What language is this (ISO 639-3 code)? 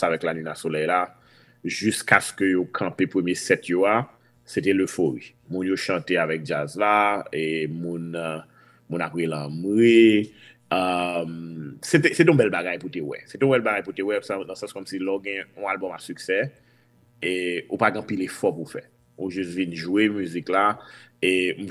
hat